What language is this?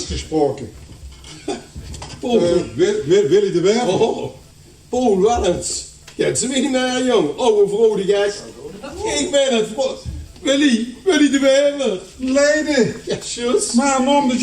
Limburgish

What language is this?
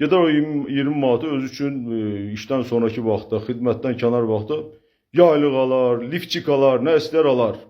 Azerbaijani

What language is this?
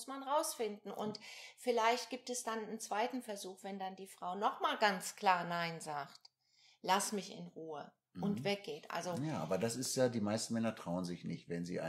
German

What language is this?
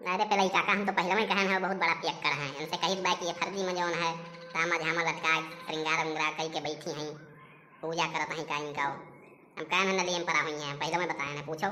Awadhi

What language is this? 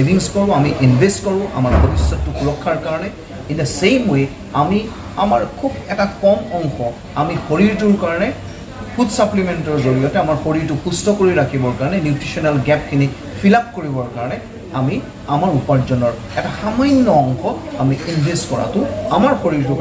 Assamese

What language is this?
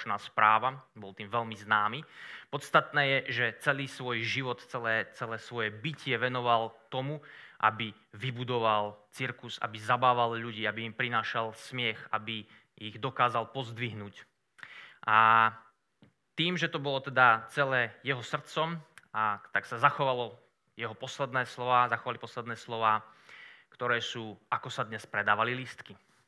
Slovak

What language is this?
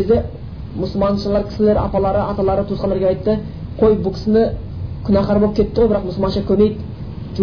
Kazakh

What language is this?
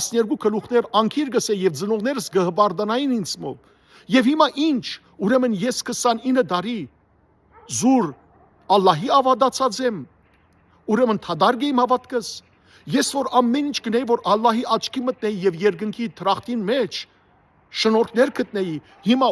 Western Armenian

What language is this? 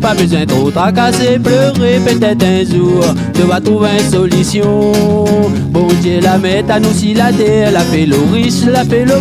Réunion Creole French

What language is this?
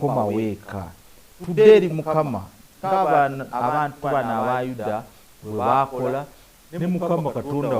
Ganda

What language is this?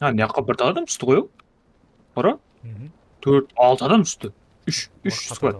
Kara-Kalpak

